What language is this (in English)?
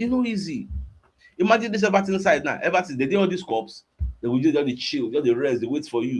Nigerian Pidgin